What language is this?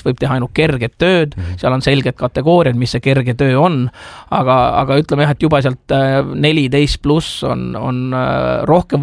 Estonian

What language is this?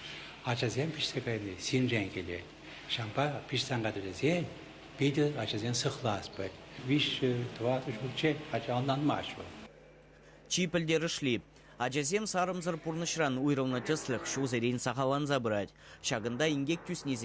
Chuvash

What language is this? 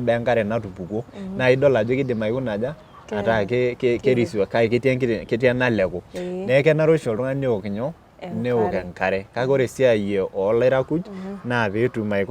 Masai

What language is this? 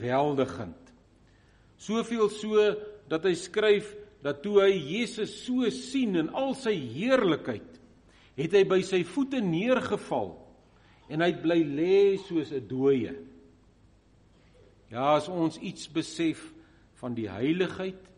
Afrikaans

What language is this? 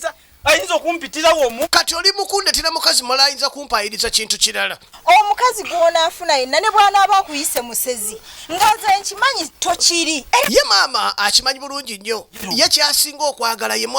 Ganda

